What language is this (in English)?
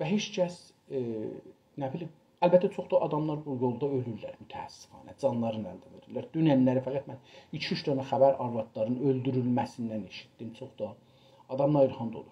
South Azerbaijani